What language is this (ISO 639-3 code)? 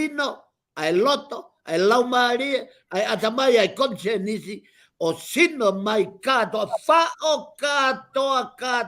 ton